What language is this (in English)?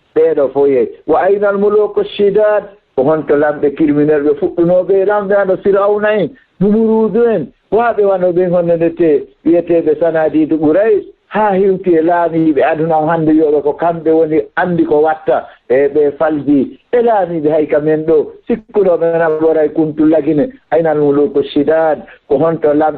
Fula